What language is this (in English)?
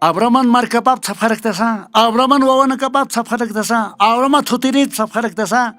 Aymara